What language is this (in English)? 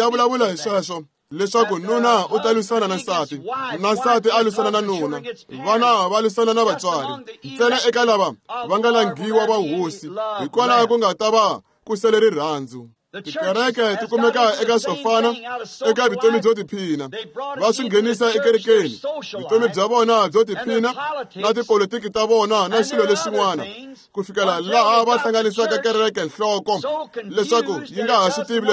Tsonga